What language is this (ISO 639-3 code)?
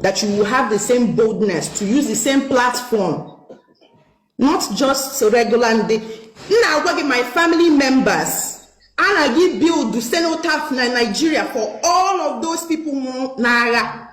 ibo